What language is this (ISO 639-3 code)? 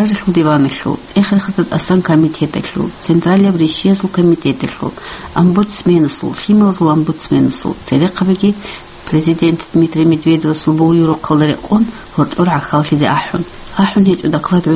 ava